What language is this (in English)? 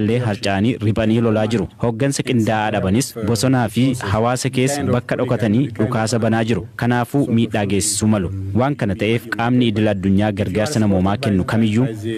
Oromo